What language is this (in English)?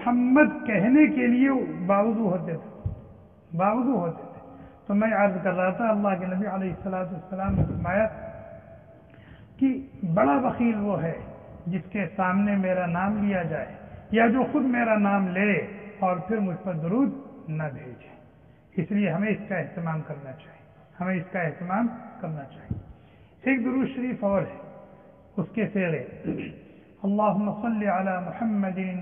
Urdu